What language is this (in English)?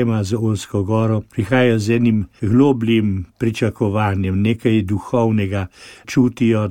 Slovenian